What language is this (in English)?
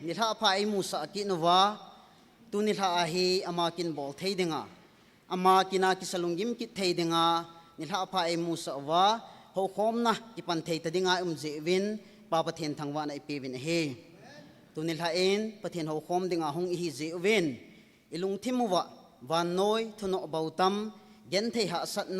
Thado Chin